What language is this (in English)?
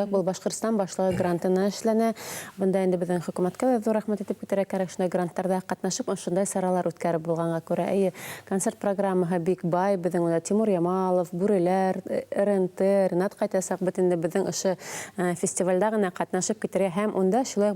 Bashkir